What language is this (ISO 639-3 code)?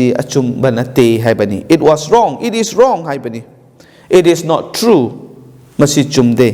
mni